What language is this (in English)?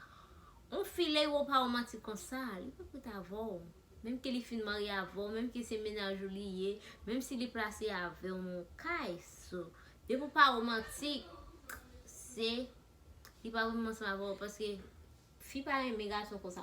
Haitian Creole